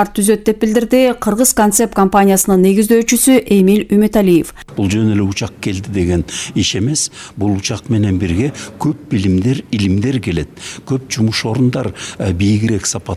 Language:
Kyrgyz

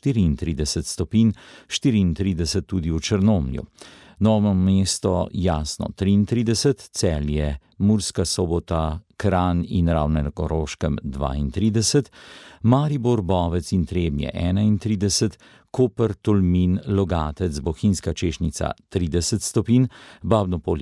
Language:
Slovenian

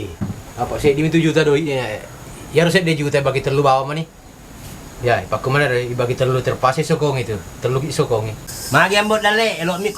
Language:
Buginese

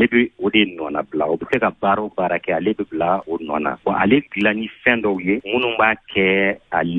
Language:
Bambara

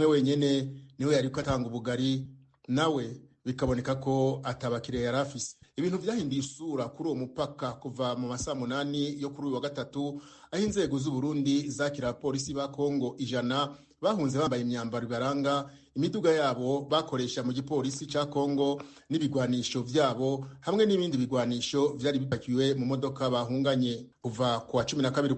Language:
Rundi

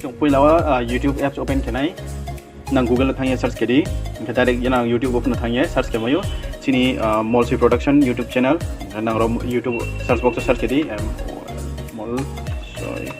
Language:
Riang (India)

